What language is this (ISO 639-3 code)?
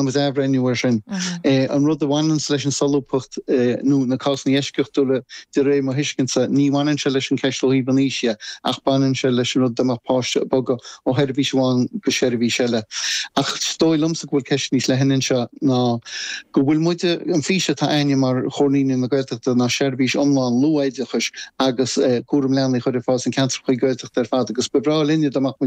gle